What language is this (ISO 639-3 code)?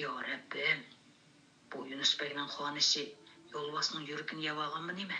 uig